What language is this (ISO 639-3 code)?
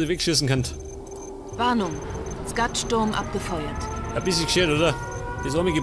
bar